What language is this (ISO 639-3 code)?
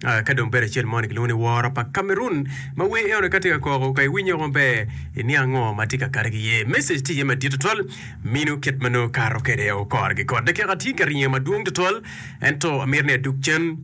ach